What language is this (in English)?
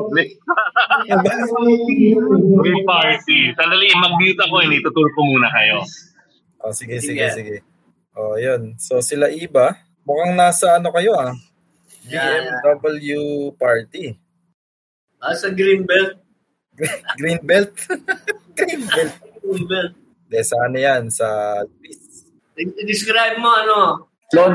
Filipino